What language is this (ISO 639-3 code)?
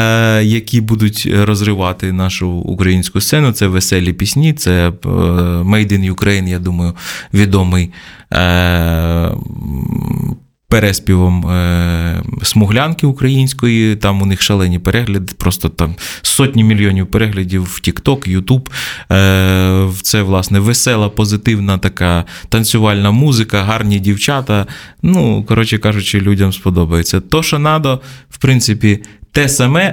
ukr